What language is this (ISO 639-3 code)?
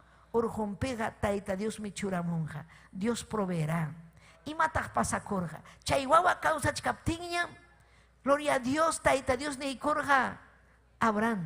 quy